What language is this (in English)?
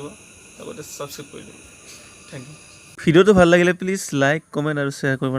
Assamese